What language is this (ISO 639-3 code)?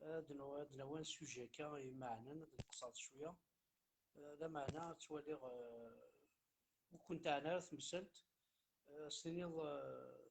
kab